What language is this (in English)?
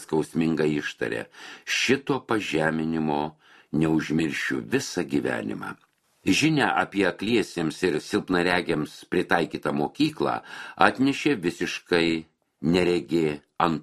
Lithuanian